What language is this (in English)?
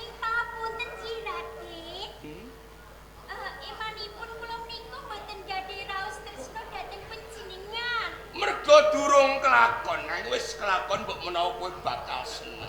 Javanese